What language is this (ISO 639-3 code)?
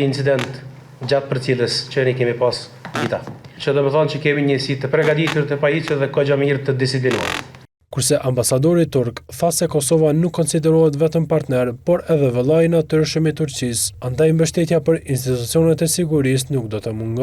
sqi